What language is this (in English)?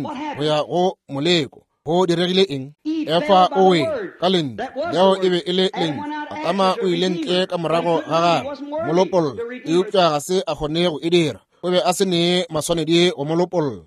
Northern Sotho